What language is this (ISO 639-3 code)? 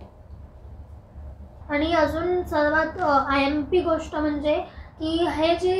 mar